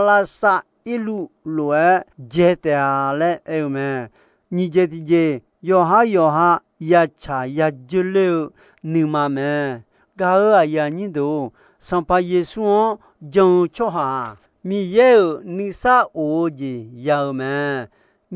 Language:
Akha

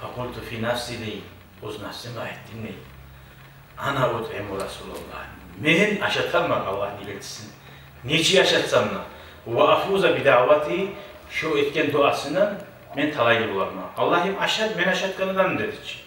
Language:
Kumyk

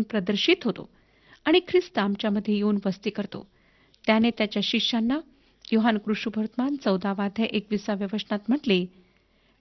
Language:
Marathi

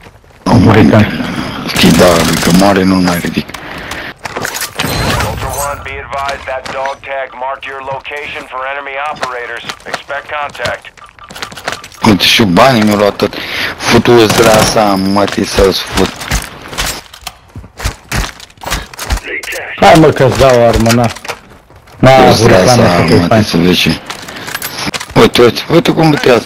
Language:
Romanian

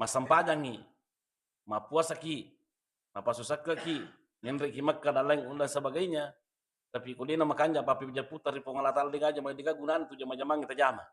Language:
Buginese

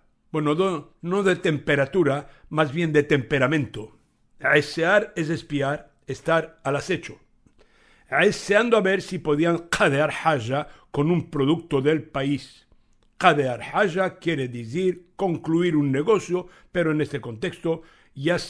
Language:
Ladino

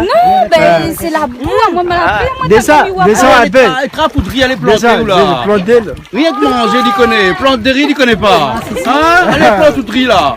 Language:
Réunion Creole French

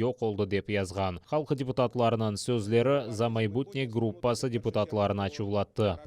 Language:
Crimean Tatar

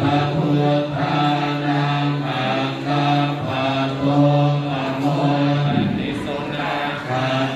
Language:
Pali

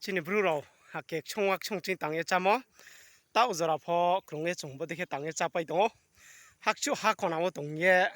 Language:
Riang (India)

